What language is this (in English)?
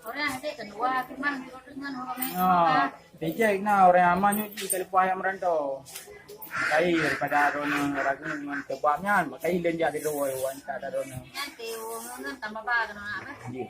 Achinese